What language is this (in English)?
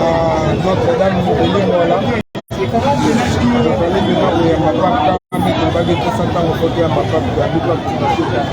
Lingala